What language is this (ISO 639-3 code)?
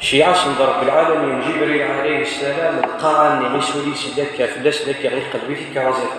kab